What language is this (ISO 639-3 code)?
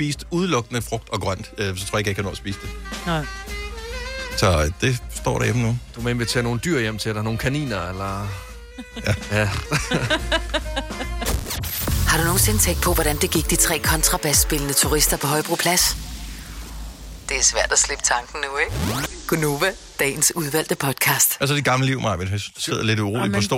dan